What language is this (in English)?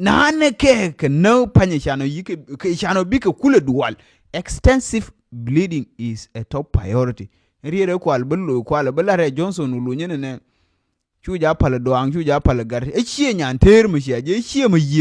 Nuer